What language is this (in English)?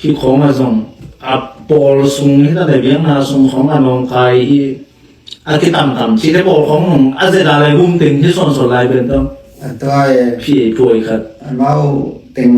Tedim Chin